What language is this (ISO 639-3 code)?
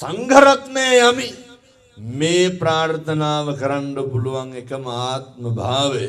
sin